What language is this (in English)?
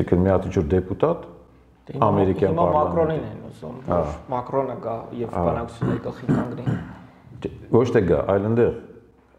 Armenian